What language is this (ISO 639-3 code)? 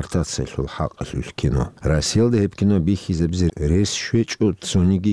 ava